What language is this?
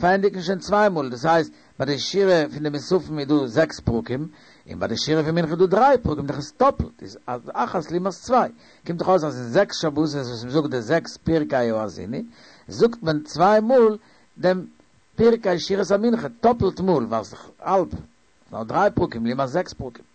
Yiddish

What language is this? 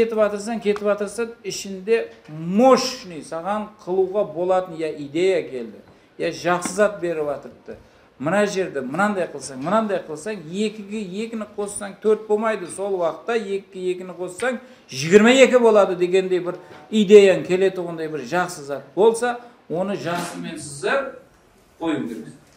Kara-Kalpak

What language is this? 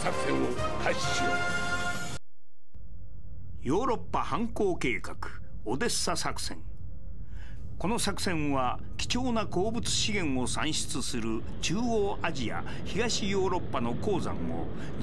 Japanese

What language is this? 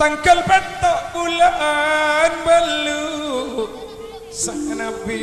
Madurese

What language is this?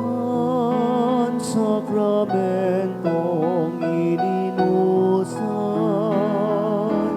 Bikol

